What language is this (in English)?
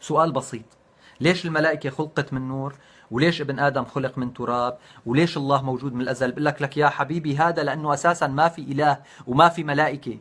North Levantine Arabic